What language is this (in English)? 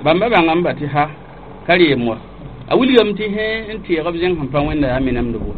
Mossi